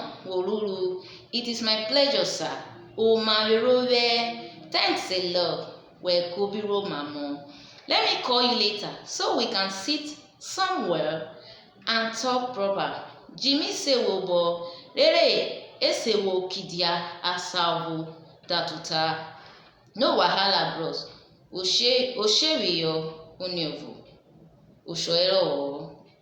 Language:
Urhobo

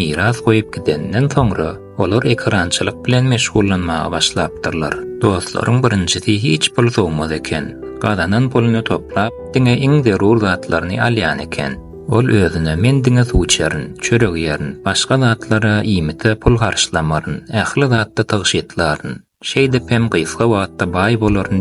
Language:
Turkmen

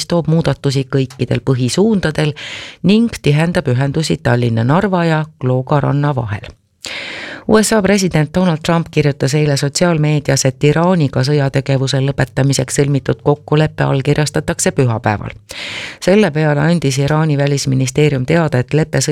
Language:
Estonian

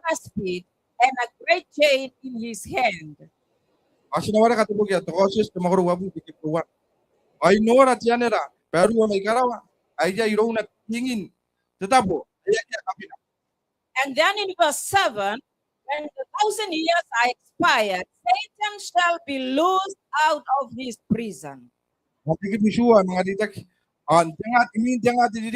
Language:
Gilbertese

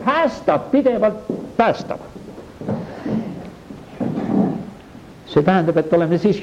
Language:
Estonian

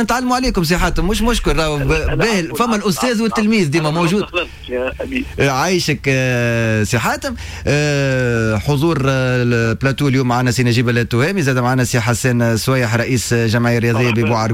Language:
Tunisian Arabic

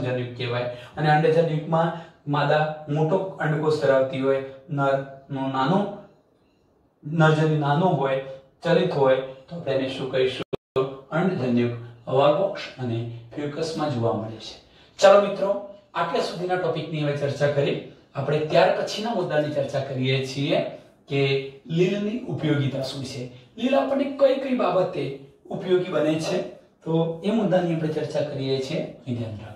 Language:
Gujarati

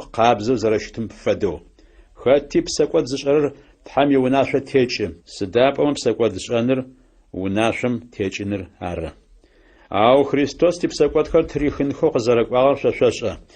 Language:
Adyghe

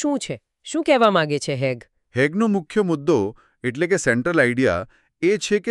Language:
Gujarati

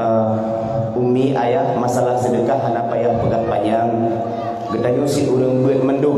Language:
Achinese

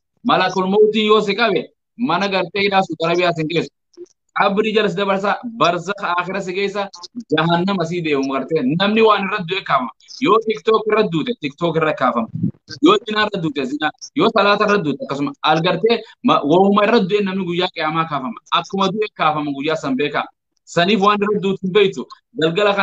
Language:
Oromo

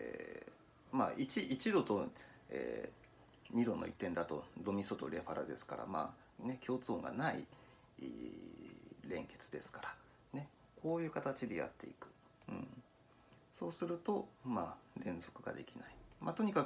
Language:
Japanese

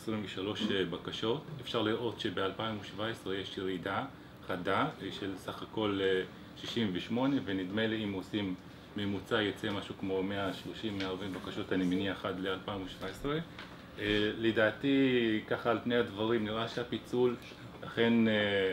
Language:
Hebrew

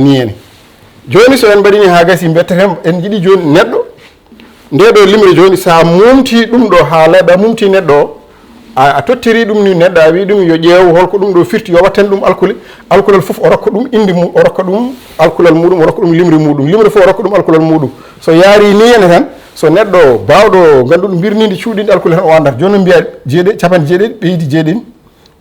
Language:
Fula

